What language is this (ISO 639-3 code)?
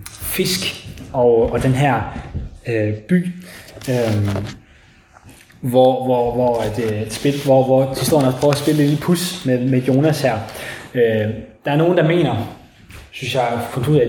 dan